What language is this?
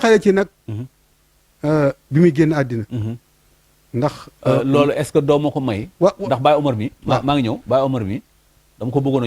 Wolof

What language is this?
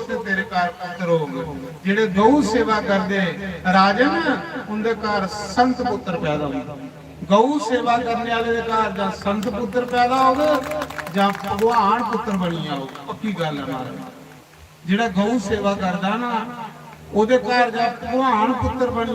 Dogri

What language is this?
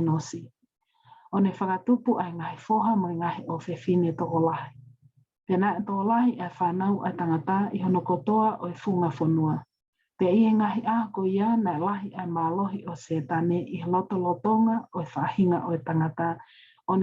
Tongan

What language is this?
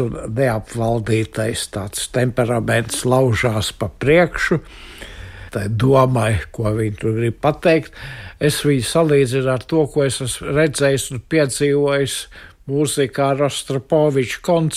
Latvian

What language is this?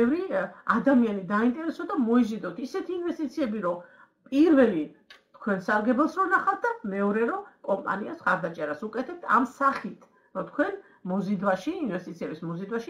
Georgian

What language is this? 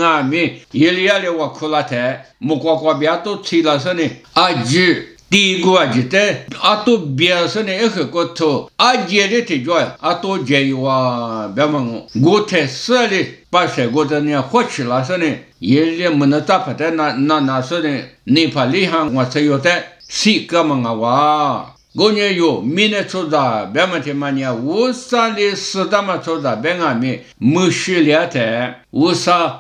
Lisu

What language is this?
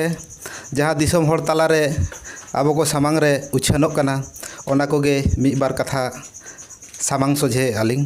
Santali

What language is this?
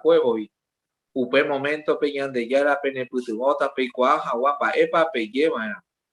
Guarani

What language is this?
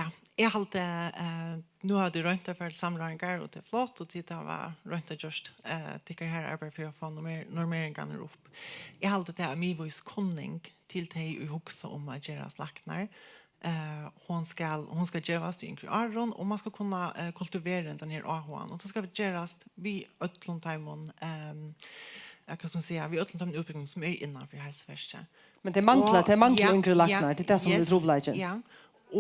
Faroese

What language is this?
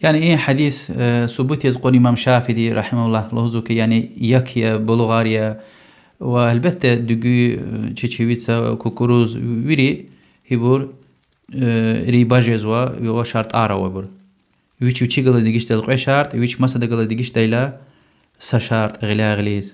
Lezghian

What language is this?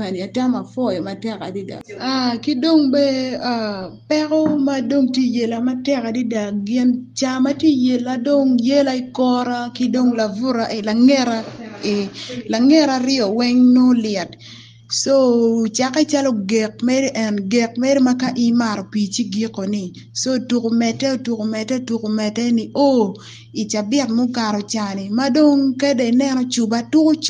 Acoli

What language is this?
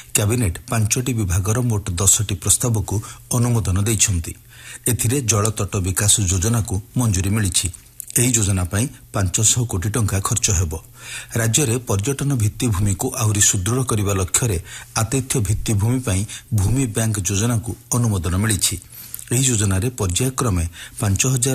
Odia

